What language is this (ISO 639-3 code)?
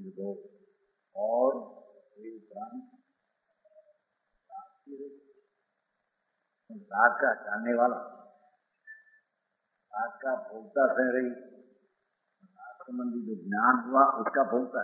hin